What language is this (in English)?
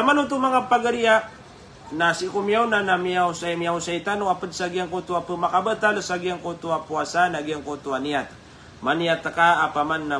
Maranao